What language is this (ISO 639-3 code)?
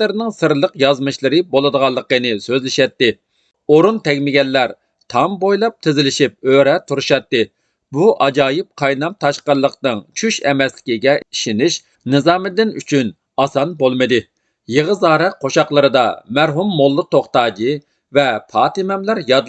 uig